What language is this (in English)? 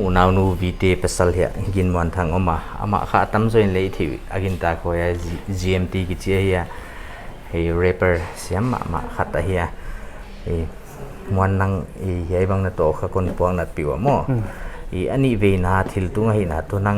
Paite Chin